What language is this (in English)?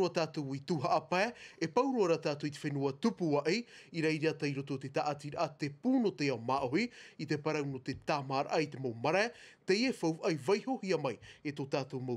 Tahitian